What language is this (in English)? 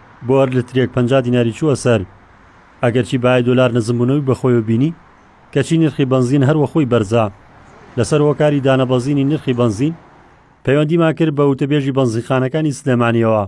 Central Kurdish